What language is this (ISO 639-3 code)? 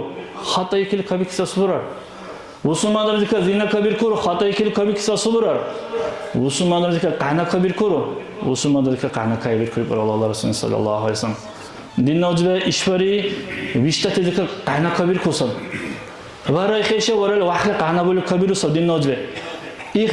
dar